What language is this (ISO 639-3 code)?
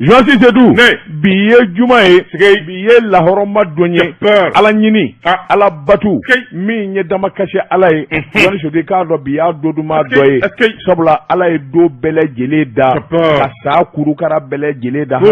bam